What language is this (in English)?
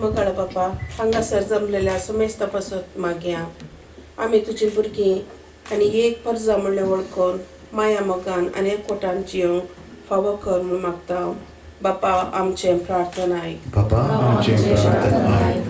Konkani